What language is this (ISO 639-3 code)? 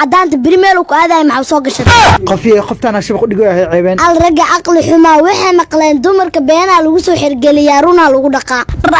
som